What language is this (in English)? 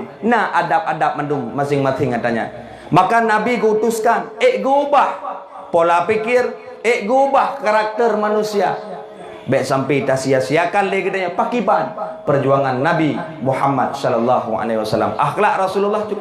Achinese